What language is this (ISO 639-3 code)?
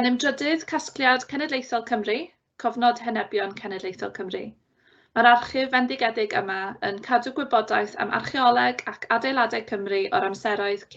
cym